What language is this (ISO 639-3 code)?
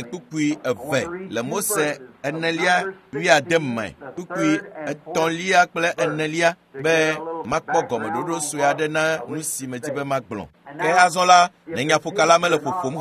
ewe